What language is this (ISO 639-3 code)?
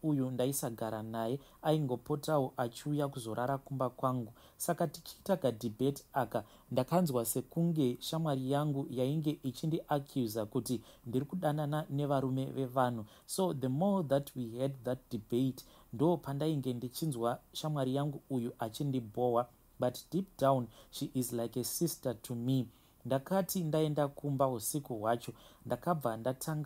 sna